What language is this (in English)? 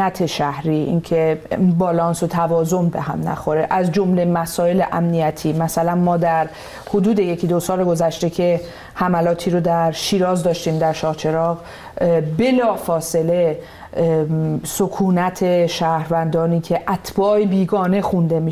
Persian